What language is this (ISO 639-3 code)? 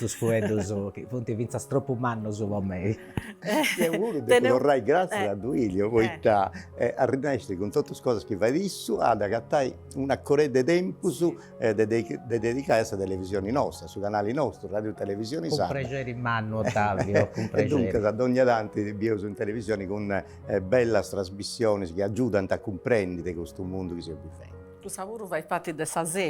srd